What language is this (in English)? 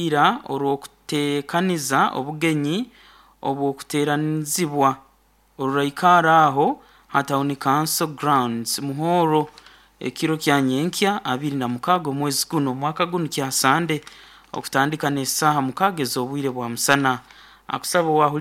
Nyankole